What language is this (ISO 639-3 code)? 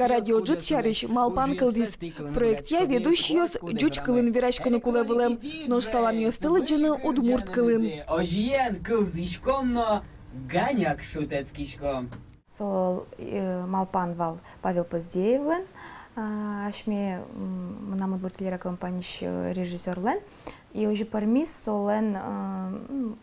udm